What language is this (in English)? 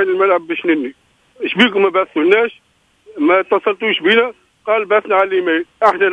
Tunisian Arabic